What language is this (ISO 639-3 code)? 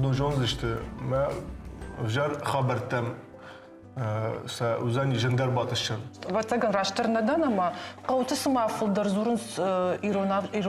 oss